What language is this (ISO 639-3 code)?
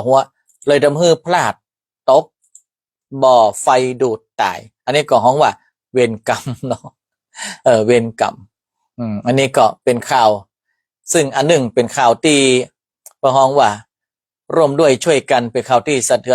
nod